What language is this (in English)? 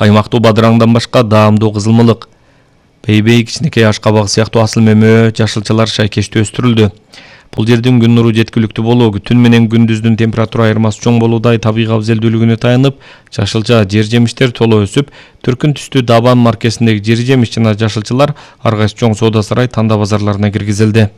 Kyrgyz